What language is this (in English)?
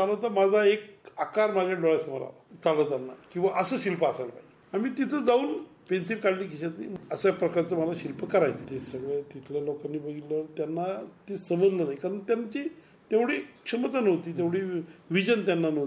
Marathi